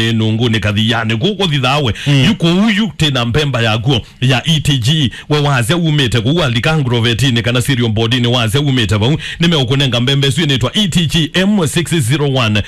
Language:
Kamba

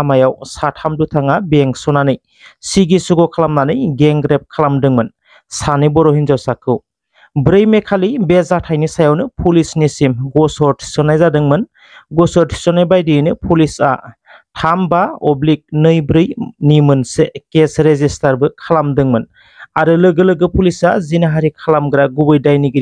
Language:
Bodo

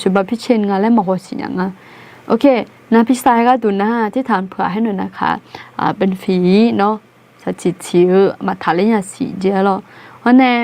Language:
Akha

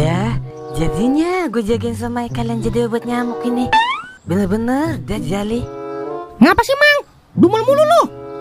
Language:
Betawi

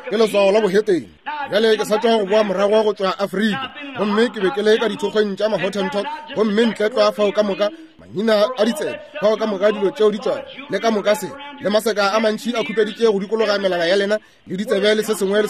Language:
Northern Sotho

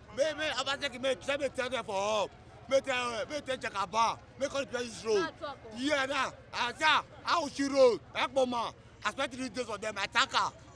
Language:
Nigerian Pidgin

